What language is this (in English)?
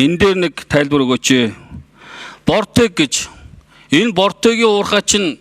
Mongolian